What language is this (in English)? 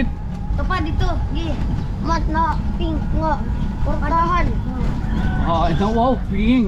Waray